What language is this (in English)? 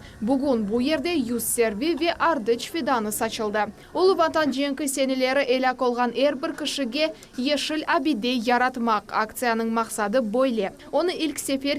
Crimean Tatar